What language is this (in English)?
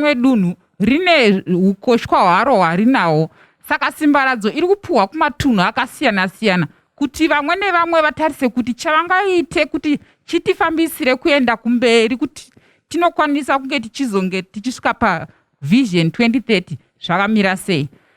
Shona